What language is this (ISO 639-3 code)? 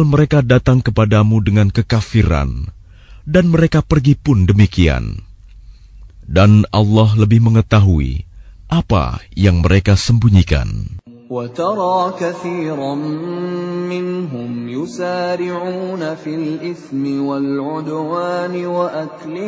ind